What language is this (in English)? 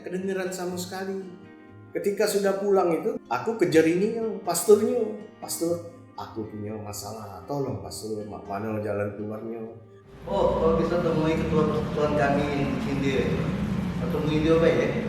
Musi